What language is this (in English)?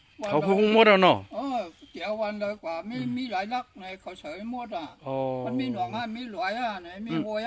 Shan